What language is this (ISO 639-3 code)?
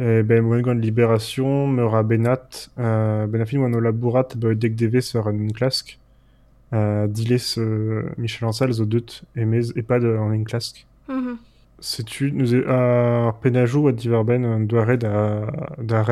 bre